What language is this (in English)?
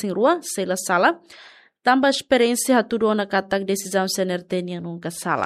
Tetum